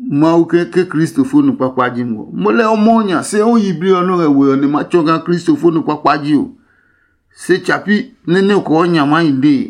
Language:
Adangme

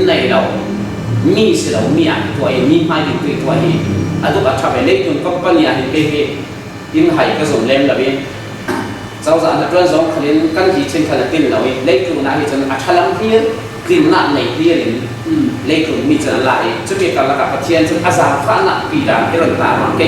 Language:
Falam Chin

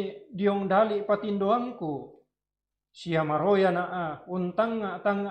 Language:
Toraja-Sa'dan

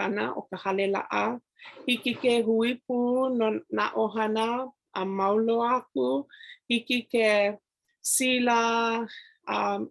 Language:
Hawaiian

